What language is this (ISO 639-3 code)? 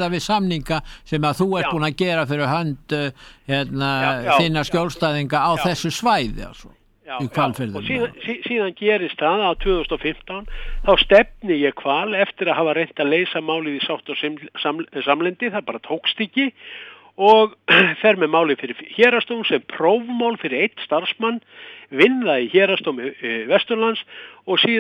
isl